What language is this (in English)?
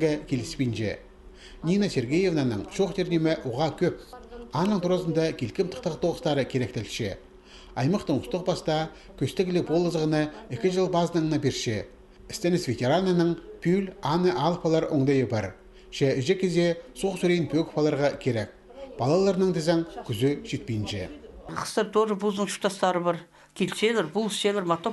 Khakas